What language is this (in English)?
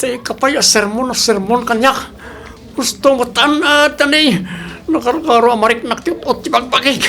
Iloko